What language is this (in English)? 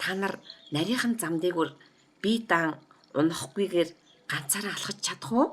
Mongolian